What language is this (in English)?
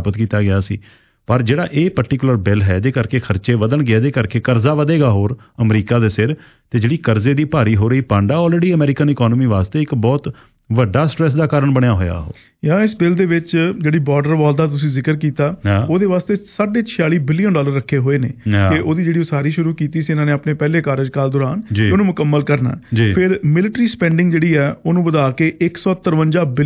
Punjabi